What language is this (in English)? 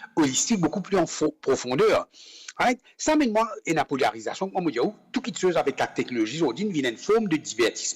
Morisyen